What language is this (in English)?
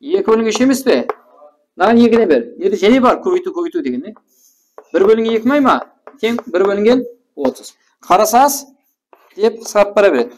Kara-Kalpak